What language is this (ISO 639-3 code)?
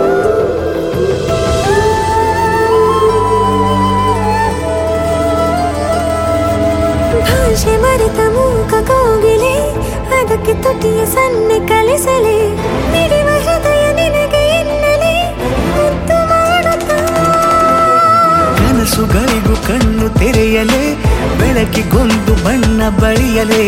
kan